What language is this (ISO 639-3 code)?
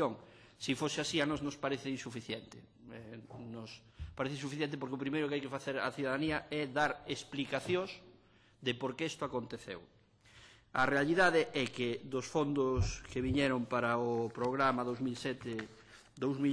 glg